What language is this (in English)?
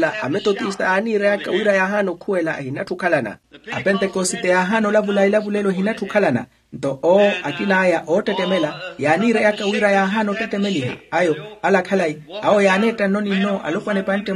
Makhuwa